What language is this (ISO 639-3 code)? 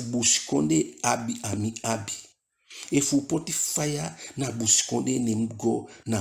djk